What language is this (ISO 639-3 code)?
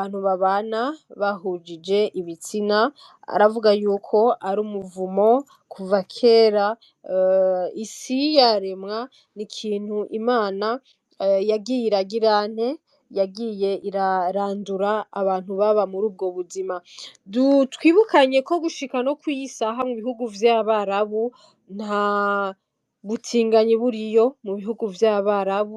run